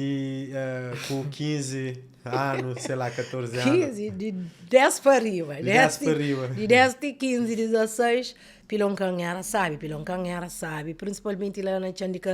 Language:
Kabuverdianu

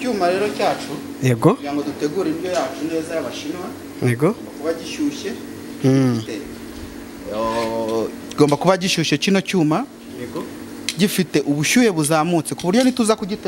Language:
Kinyarwanda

